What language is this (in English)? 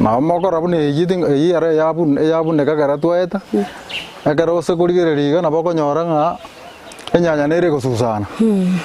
Gusii